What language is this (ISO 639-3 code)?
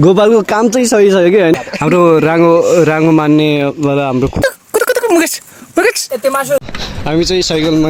nep